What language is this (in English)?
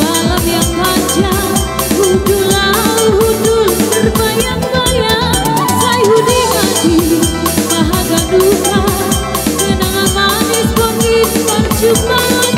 Batak Toba